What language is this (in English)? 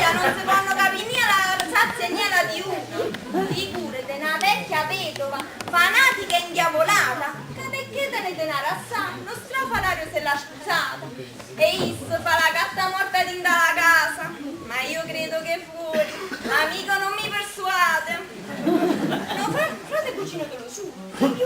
Neapolitan